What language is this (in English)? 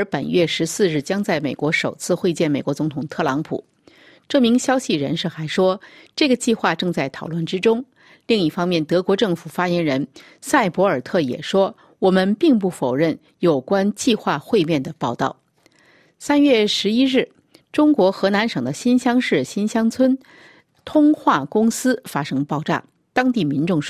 Chinese